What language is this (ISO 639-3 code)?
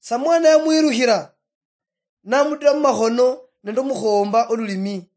luy